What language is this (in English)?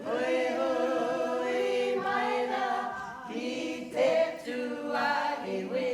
Māori